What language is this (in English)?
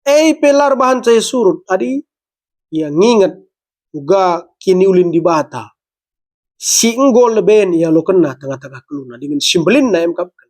Batak Karo